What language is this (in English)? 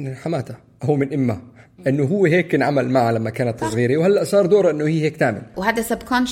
North Levantine Arabic